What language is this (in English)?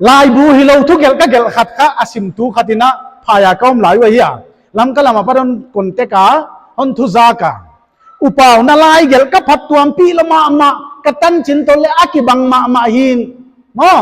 Paite Chin